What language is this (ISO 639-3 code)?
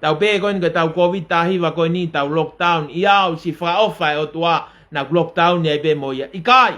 ton